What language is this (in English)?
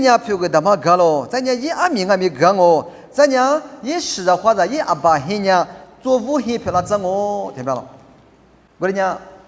Lisu